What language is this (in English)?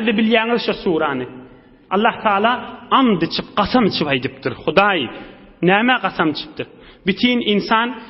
Turkmen